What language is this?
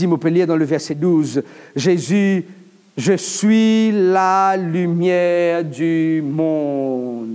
Morisyen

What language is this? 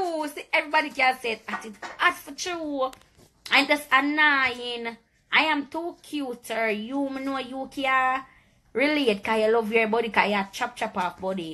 Jamaican Creole English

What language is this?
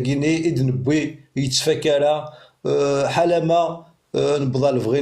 Kabyle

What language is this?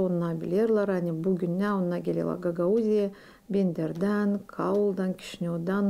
Gagauz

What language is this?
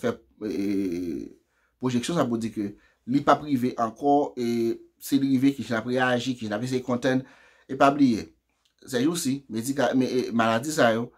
Haitian Creole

